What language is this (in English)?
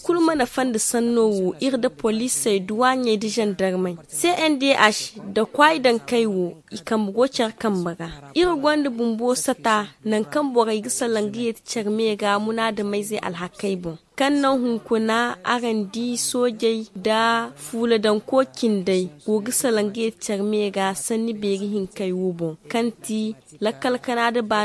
Zarma